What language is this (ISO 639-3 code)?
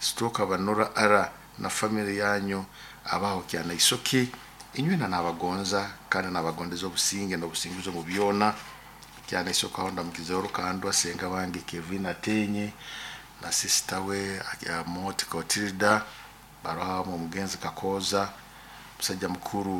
nyo